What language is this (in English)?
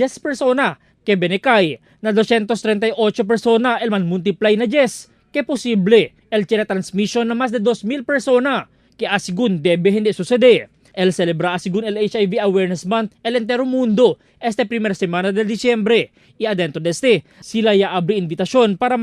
Chavacano